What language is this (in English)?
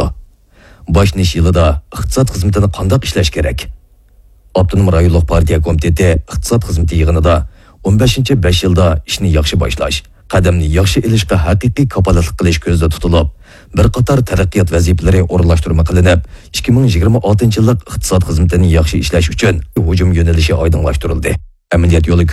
Uyghur